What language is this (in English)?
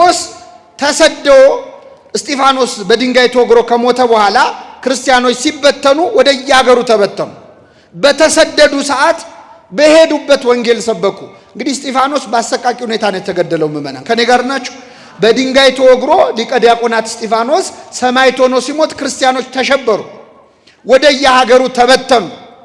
Amharic